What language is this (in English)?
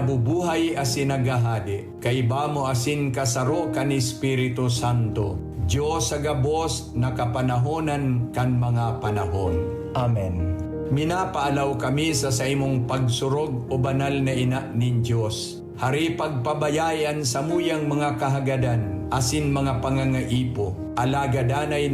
Bikol